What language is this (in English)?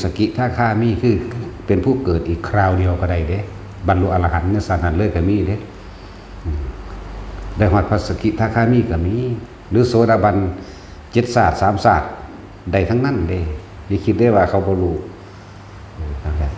Northeastern Thai